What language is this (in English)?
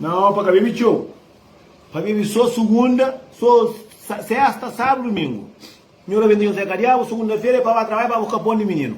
Kabuverdianu